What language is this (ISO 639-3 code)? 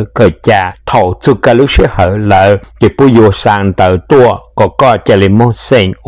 hmn